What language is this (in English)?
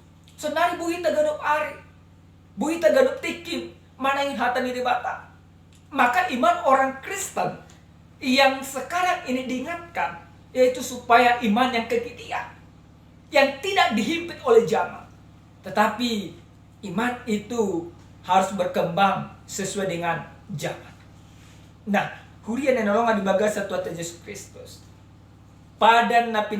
Batak Toba